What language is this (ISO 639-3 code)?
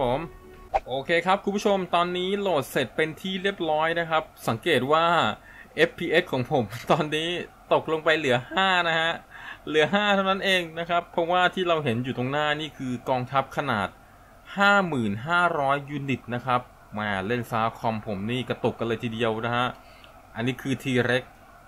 tha